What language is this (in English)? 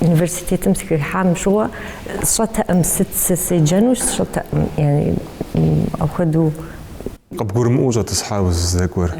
Kabardian